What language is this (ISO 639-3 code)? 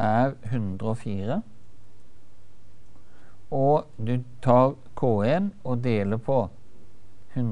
nor